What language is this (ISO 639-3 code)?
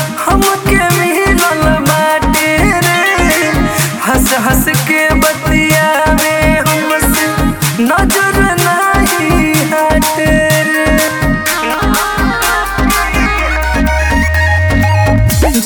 bho